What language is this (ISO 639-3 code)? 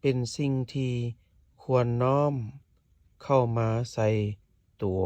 lao